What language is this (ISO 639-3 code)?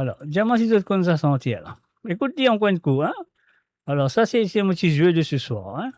mfe